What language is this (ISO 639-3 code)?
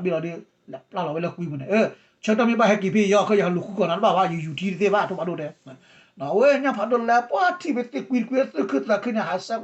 ksw